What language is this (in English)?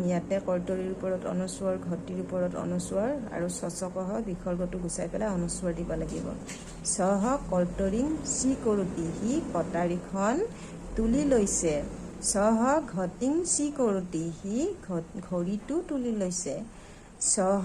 Assamese